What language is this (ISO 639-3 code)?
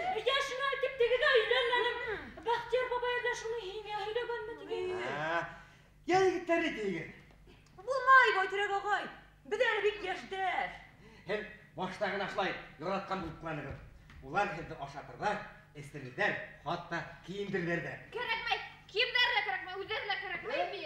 bak